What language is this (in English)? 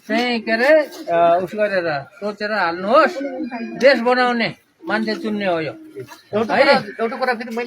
Nepali